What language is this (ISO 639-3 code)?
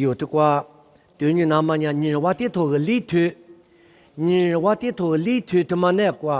lis